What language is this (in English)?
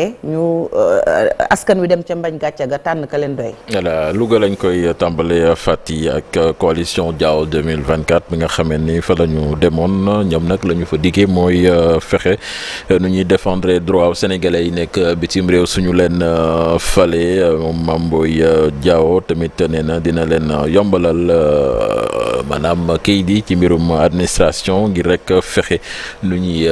Wolof